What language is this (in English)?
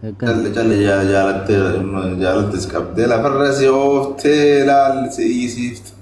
Oromo